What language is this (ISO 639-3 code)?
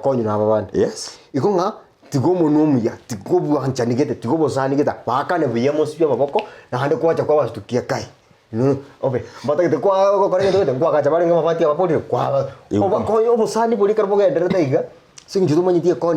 guz